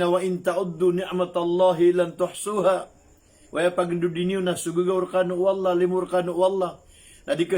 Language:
Maranao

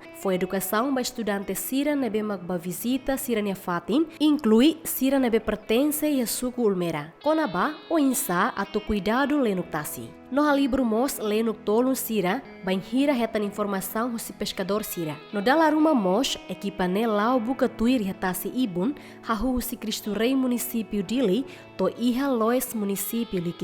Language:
Tetum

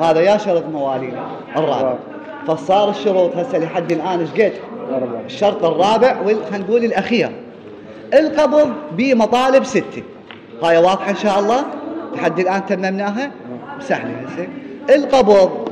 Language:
Mesopotamian Arabic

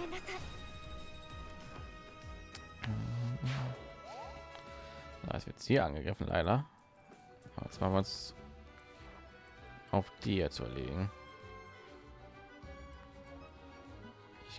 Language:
German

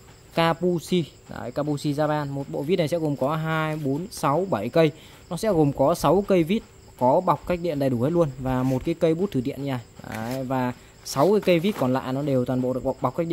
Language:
Vietnamese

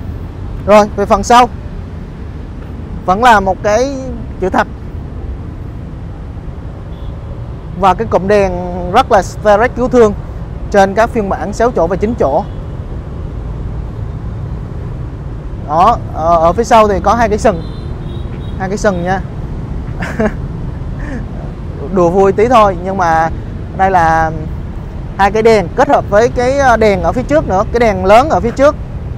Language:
Vietnamese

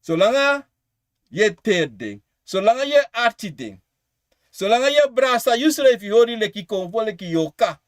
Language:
Sranan Tongo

